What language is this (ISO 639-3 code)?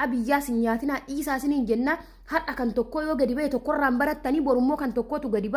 orm